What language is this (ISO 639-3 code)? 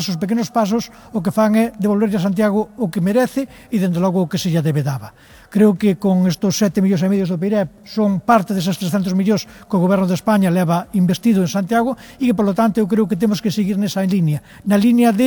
glg